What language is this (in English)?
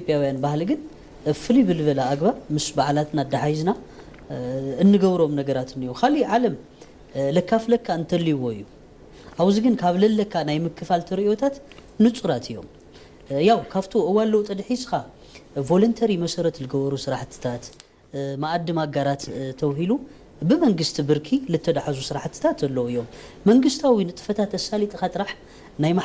Tigrinya